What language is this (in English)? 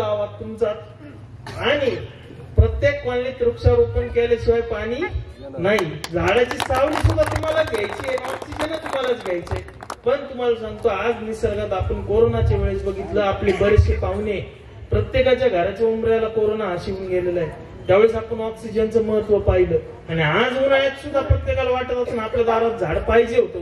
Marathi